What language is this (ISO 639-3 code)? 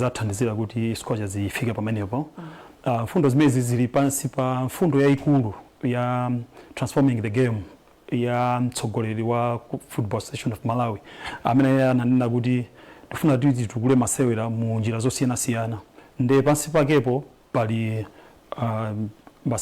nya